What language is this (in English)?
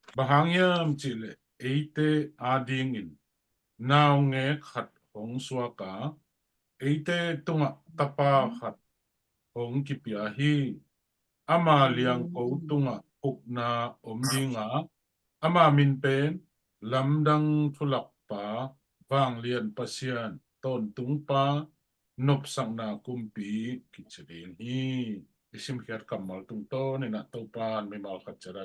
Tedim Chin